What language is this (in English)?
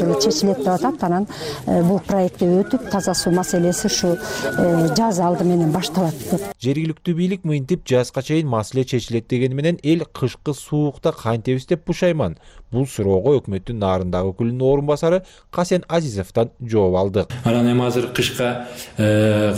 Kyrgyz